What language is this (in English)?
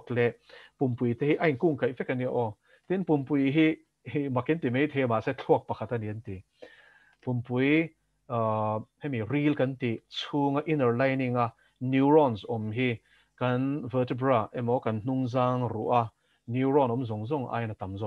Mizo